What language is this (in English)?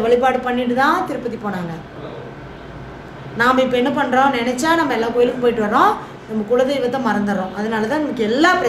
Tamil